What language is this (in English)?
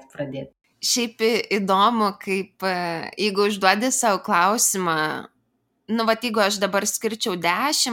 Lithuanian